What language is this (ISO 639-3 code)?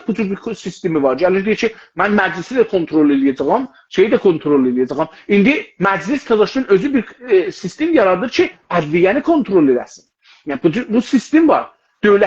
azb